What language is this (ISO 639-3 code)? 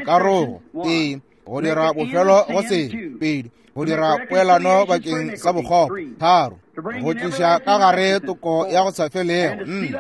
nso